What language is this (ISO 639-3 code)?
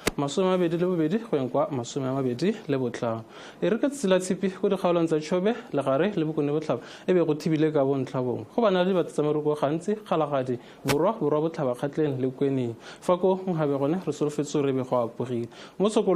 tsn